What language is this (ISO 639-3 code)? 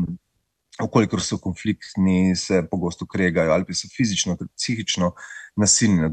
slv